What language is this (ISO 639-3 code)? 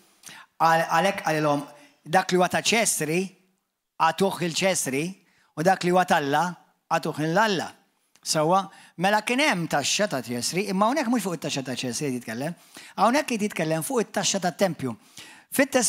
mlt